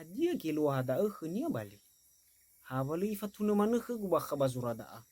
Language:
Nias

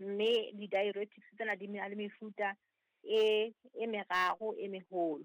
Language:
Southern Sotho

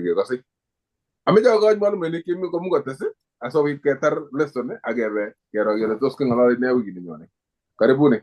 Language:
Kalenjin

